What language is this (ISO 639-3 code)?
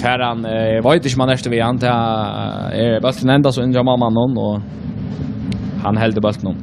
fao